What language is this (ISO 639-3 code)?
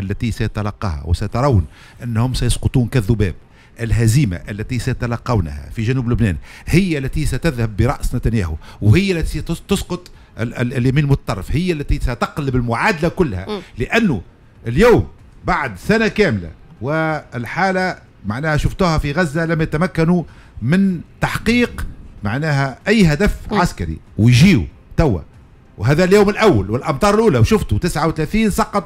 aeb